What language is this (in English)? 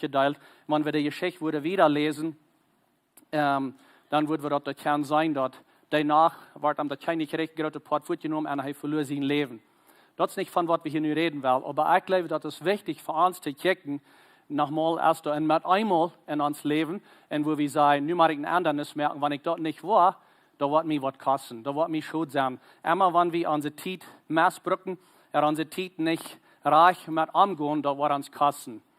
Plautdietsch